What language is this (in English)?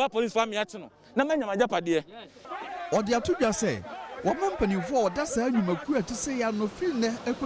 Akan